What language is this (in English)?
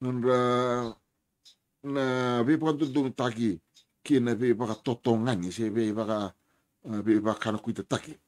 Fijian